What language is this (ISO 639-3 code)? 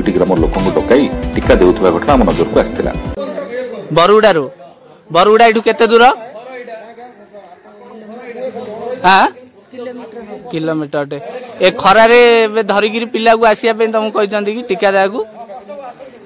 ori